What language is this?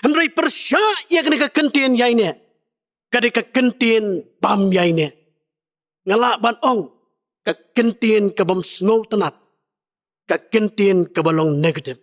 Khasi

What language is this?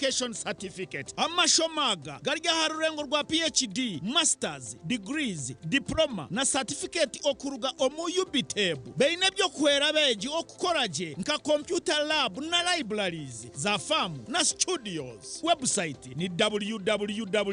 Nyankole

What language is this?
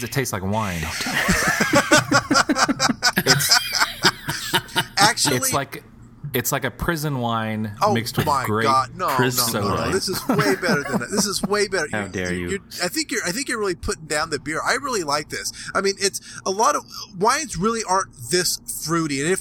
English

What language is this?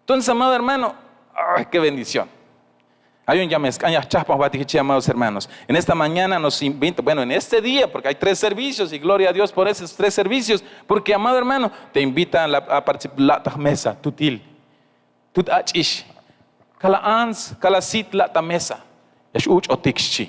Tzeltal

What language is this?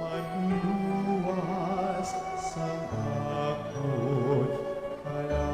Hiligaynon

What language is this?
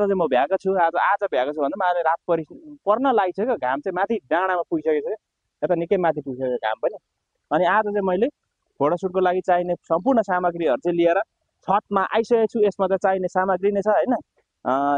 Nepali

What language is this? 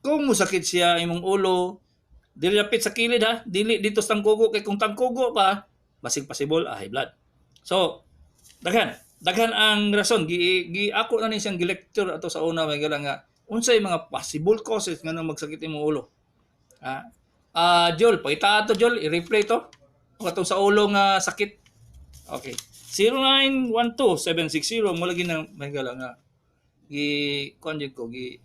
Cebuano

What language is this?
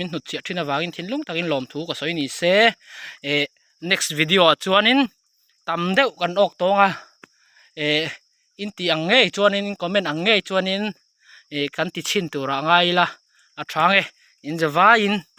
Mizo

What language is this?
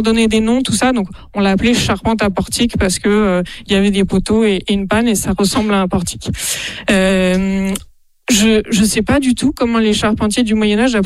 French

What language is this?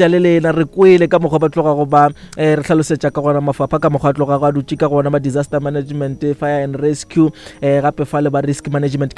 Northern Sotho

